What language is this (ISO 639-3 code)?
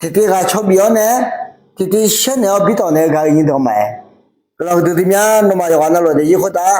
ahk